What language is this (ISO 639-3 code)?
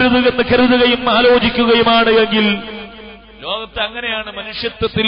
mal